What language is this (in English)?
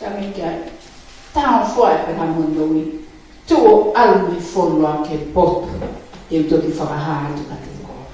Tongan